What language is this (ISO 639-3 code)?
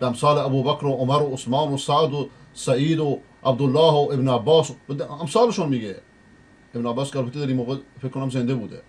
fas